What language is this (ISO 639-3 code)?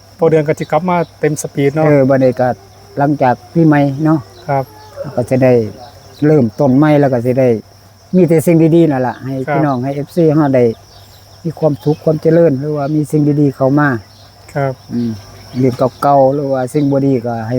tts